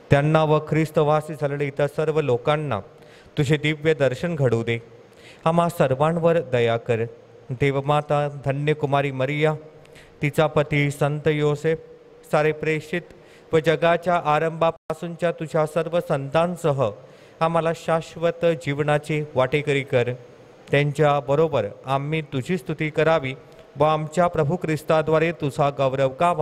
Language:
Marathi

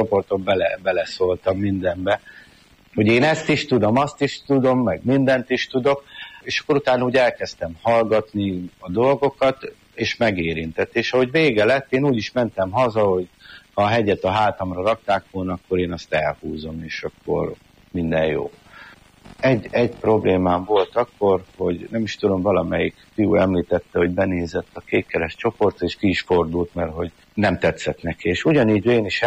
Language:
Hungarian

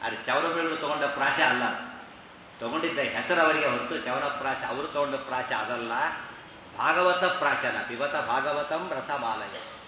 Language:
Kannada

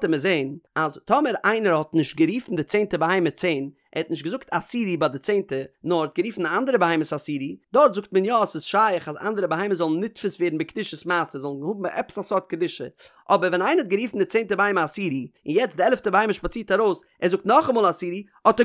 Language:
Yiddish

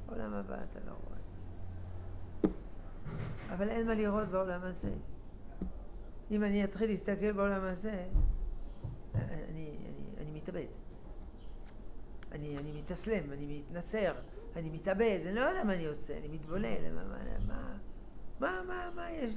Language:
Hebrew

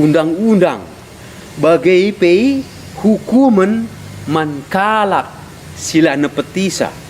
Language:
Batak Karo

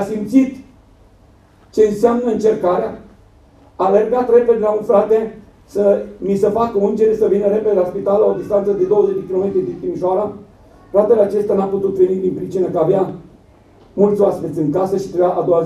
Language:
Romanian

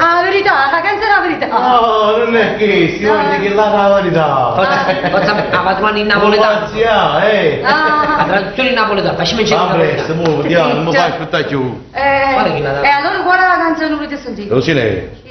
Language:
Neapolitan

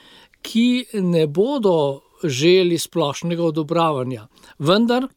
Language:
Slovenian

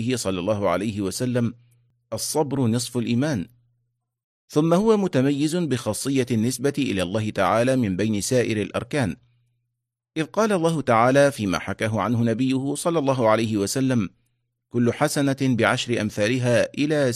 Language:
Arabic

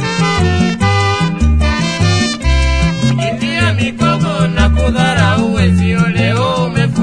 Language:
Swahili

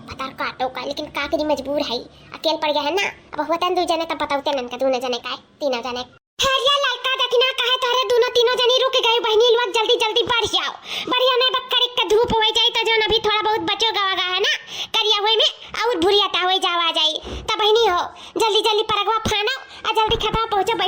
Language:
Awadhi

